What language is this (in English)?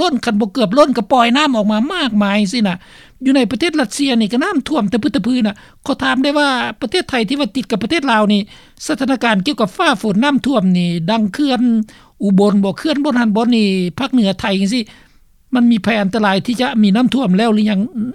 Lao